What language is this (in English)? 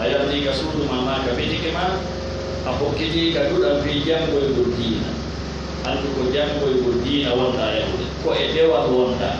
Fula